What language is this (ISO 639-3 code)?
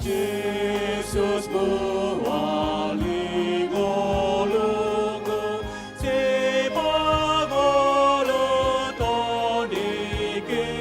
bbc